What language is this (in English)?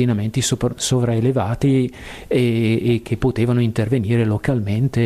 Italian